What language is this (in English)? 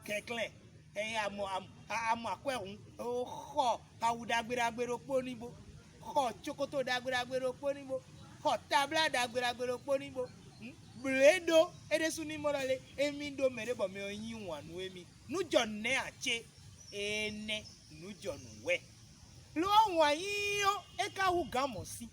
Fon